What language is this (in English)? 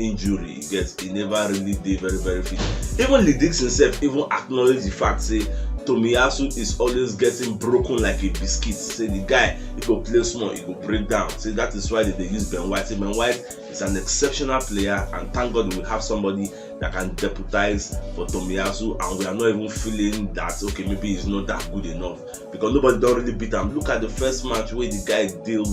Nigerian Pidgin